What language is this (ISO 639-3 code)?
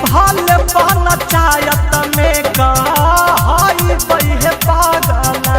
mag